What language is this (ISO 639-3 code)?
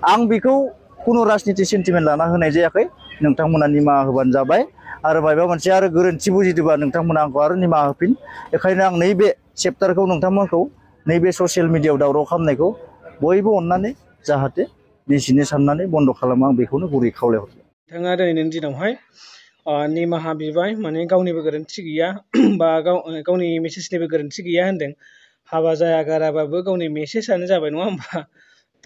brx